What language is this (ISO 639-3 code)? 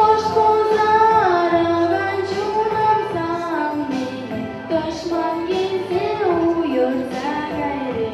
chv